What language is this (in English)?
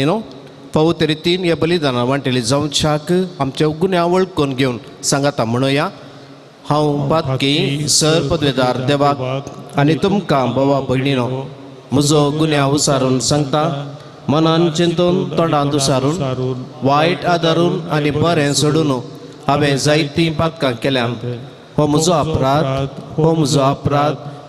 Konkani